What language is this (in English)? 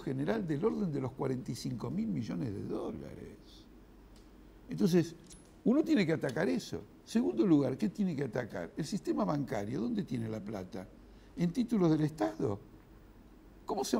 Spanish